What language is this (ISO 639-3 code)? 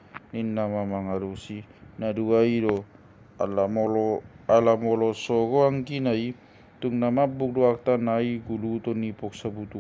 bbc